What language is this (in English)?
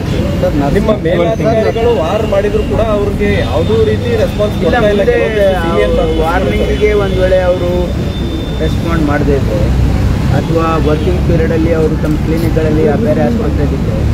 Kannada